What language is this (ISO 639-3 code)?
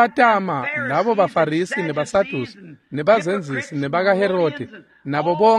ssw